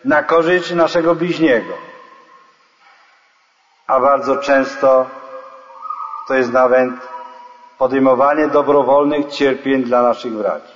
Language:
Polish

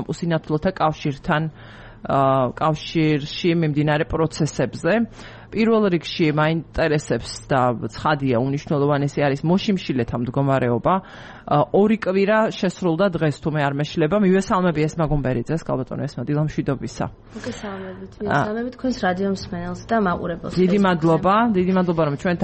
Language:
Georgian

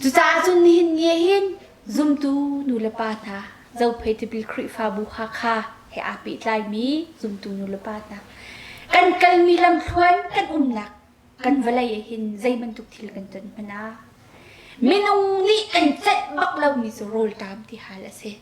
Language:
Hakha Chin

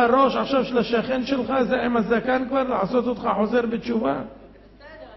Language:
Hebrew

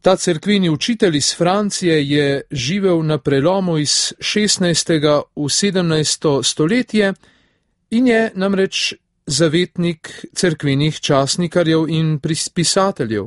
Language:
Slovenian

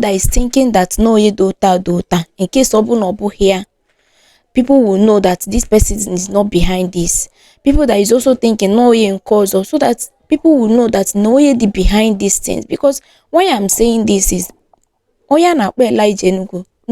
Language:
Igbo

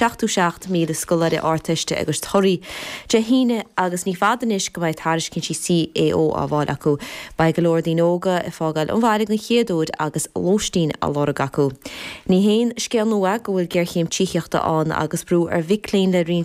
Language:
Irish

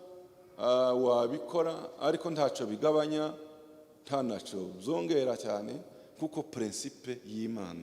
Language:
Kinyarwanda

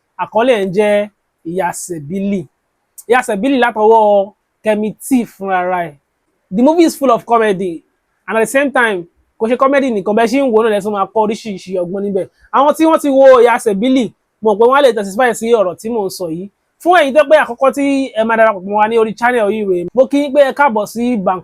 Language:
Yoruba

